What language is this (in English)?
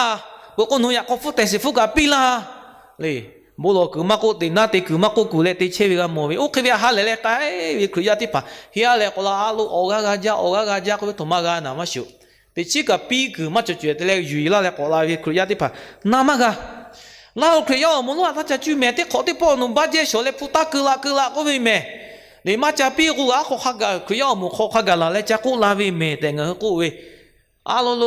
Lahu